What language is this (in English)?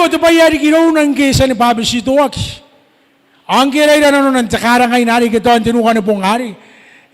Gilbertese